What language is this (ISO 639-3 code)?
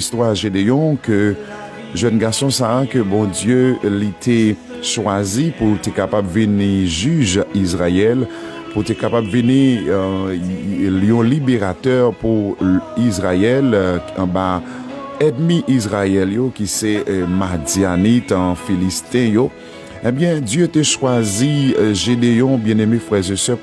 hat